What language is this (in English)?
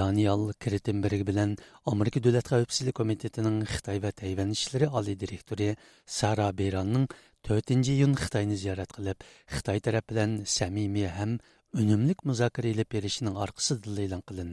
Uyghur